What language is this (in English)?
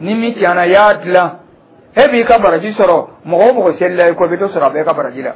Dyula